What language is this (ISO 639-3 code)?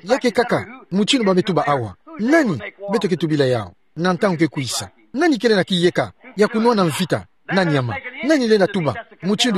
ktu